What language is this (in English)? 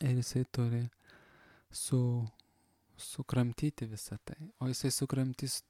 Lithuanian